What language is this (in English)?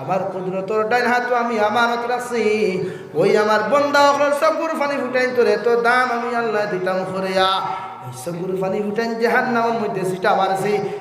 Sylheti